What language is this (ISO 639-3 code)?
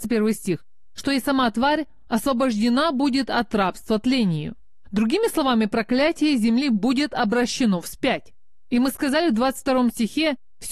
rus